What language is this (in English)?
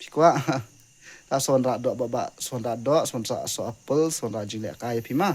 Khasi